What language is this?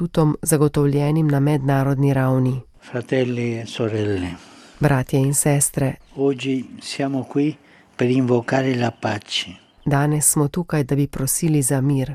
Slovenian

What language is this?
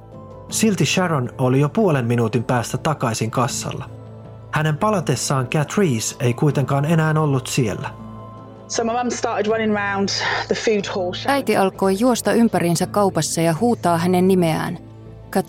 Finnish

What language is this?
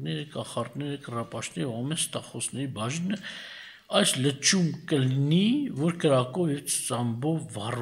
Armenian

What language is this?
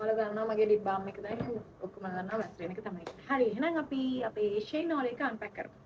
Sinhala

